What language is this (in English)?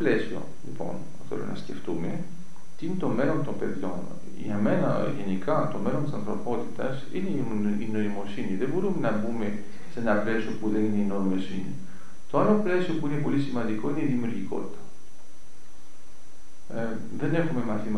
Greek